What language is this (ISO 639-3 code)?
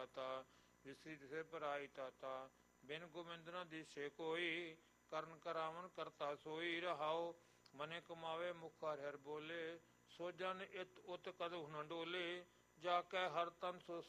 pan